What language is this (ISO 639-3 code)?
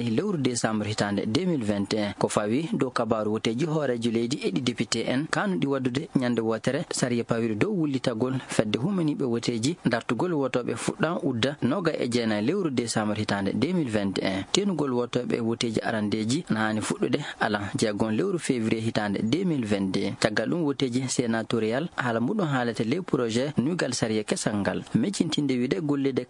ful